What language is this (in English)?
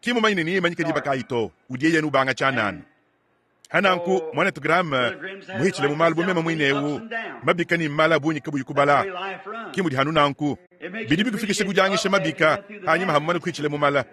Luba-Lulua